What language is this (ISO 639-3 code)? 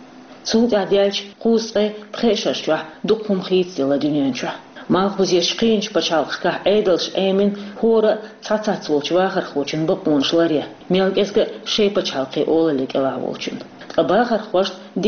che